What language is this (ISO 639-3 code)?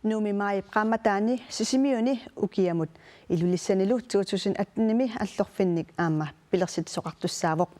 kal